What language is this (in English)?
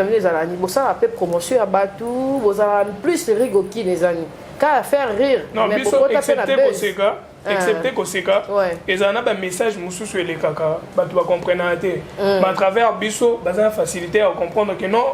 Lingala